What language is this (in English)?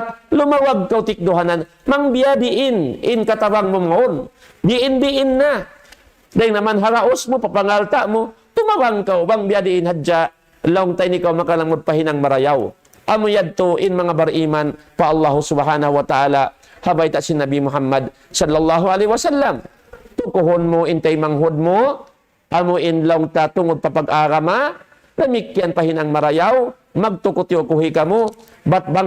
Tausug